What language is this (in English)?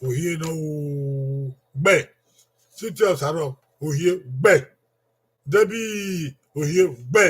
Bini